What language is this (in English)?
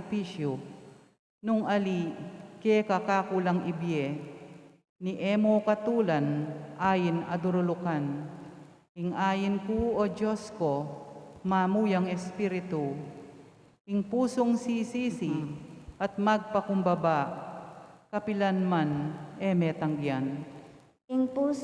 Pampanga